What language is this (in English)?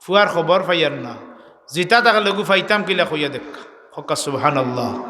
Sylheti